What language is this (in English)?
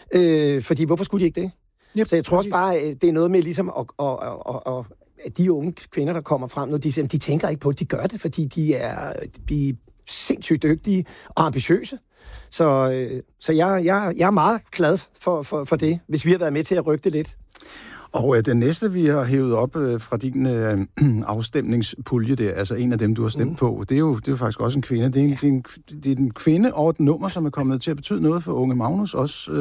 Danish